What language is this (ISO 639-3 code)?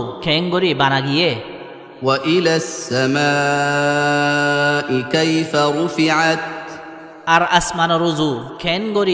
rhg